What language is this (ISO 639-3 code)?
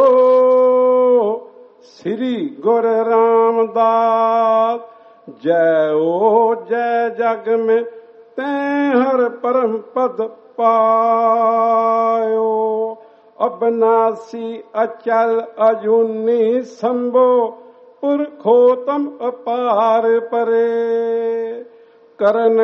pan